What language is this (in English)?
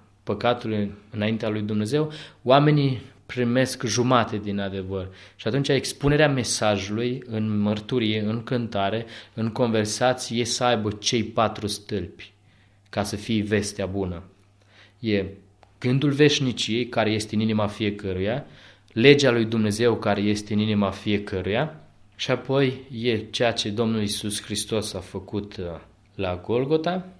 Romanian